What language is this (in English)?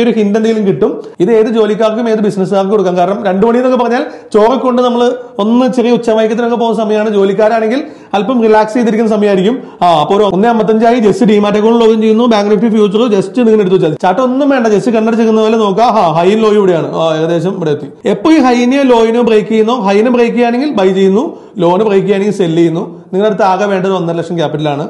Malayalam